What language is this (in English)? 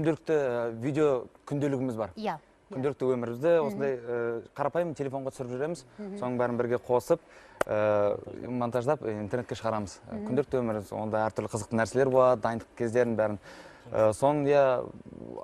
Kazakh